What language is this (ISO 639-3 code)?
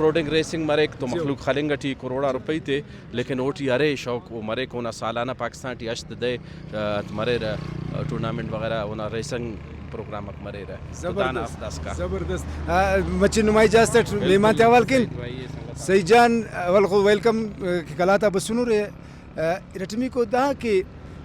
brh